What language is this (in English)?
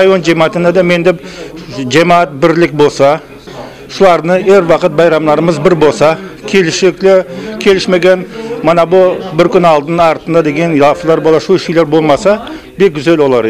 Crimean Tatar